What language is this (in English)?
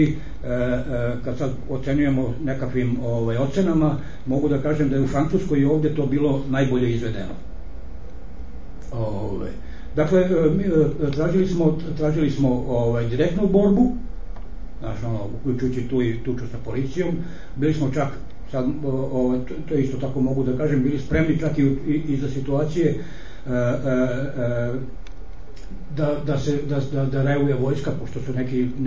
Serbian